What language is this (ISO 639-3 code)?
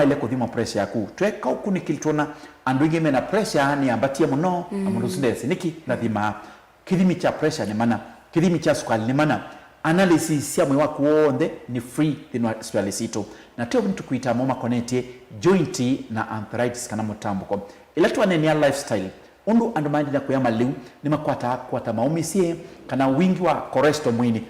kam